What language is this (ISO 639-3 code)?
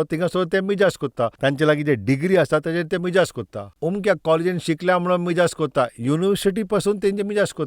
kok